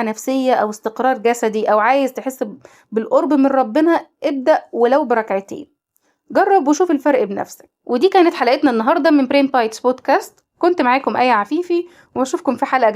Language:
Egyptian Arabic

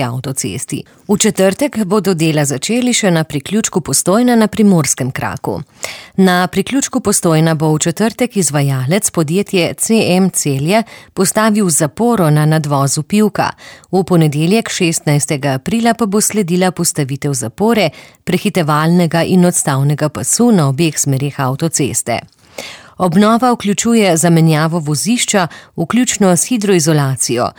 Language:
Slovenian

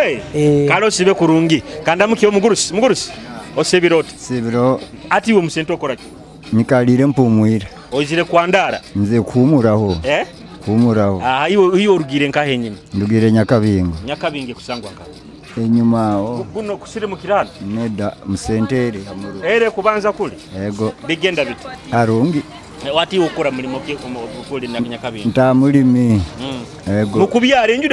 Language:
Nyoro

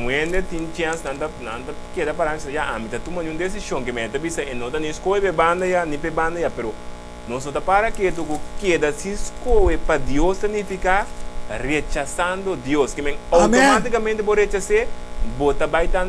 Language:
Papiamento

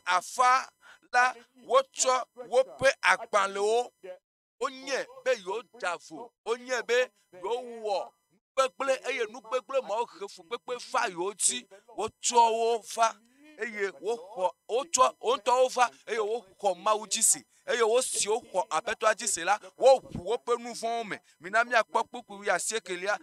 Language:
Ewe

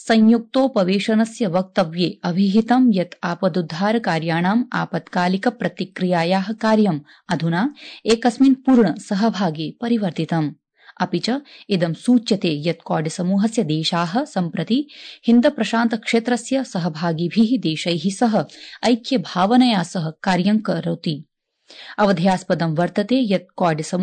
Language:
Sanskrit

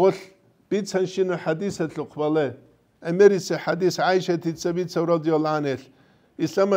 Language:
Avaric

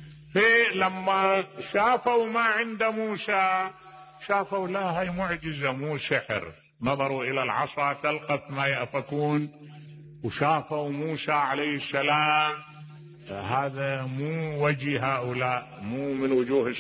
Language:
Mesopotamian Arabic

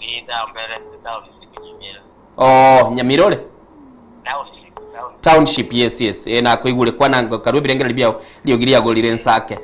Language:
Gusii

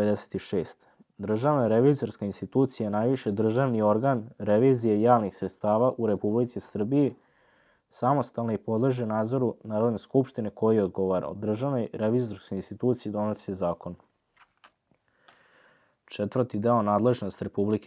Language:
Serbian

